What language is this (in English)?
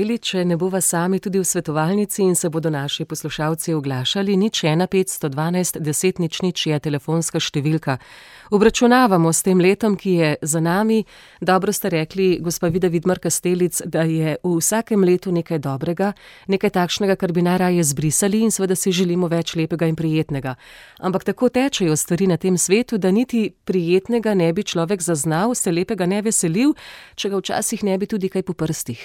Slovenian